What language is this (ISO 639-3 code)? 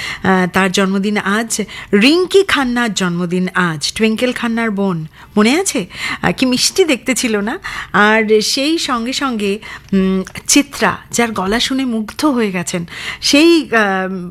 ben